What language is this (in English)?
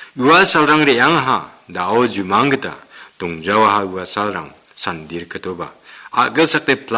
Garo